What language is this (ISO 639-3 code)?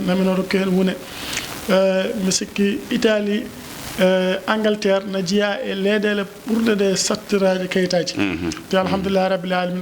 ful